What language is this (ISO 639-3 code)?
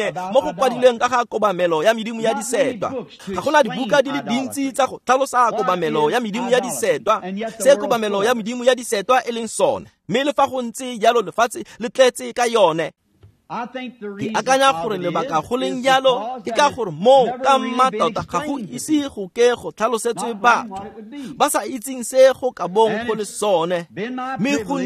tsn